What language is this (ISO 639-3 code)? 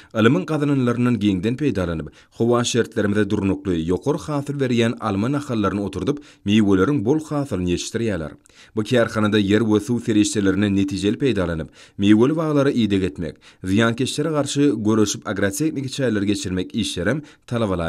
tuk